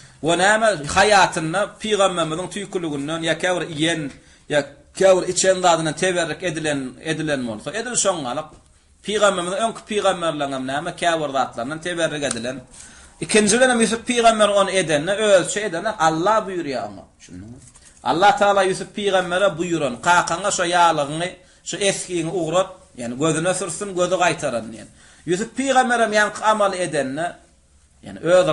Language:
Turkmen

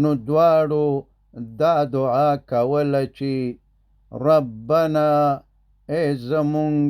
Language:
Pashto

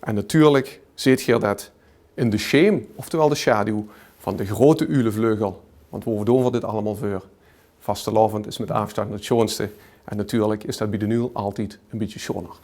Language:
Limburgish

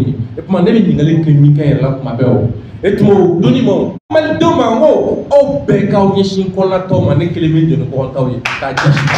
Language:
Bambara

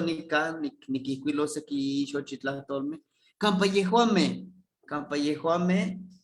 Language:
Eastern Huasteca Nahuatl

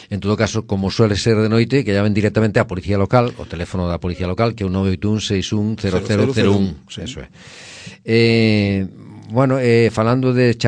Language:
Galician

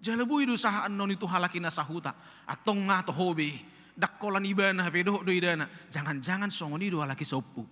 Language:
Batak Toba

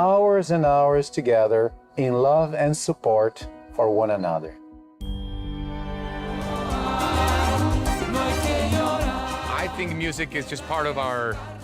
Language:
Tahitian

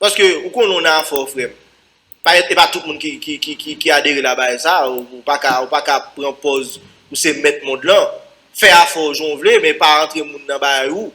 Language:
Haitian Creole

